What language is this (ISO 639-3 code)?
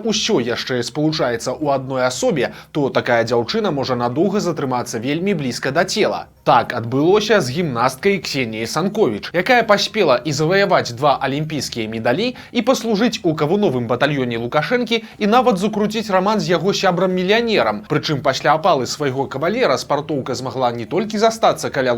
bel